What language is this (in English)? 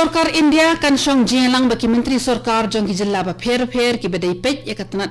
Khasi